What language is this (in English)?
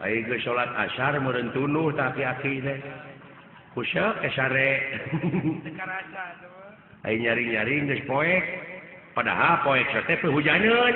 Sundanese